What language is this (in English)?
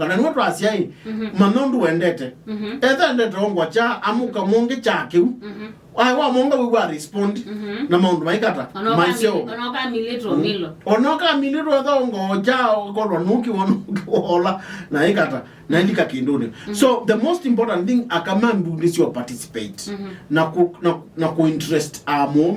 Kamba